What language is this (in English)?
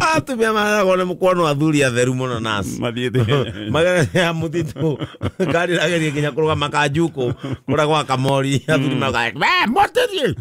Kikuyu